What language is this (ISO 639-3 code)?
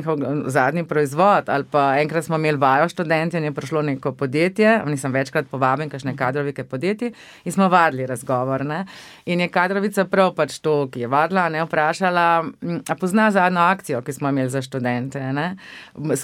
slv